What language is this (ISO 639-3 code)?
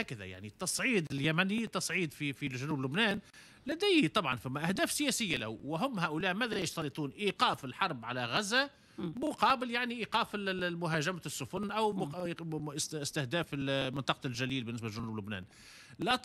aeb